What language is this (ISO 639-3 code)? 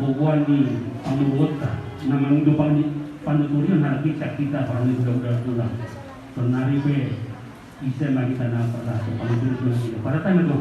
bbc